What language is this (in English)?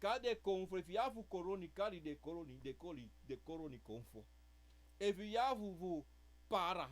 Sranan Tongo